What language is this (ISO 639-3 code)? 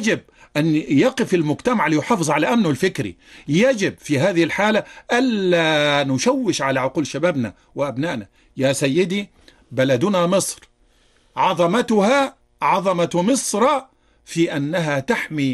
ara